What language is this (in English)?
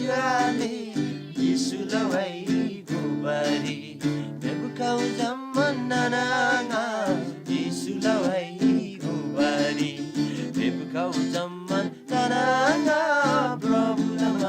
Eastern Tamang